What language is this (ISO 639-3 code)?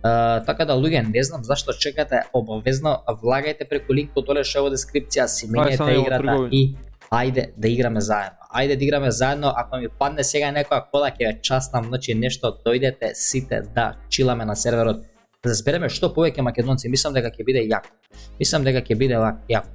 mkd